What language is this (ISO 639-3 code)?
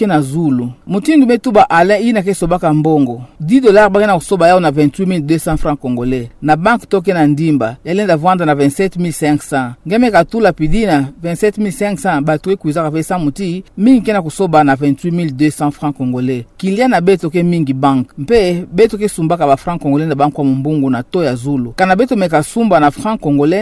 ktu